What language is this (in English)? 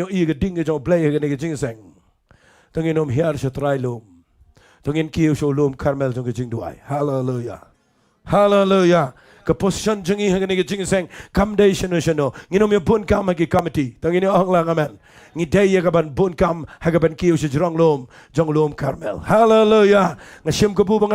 Khasi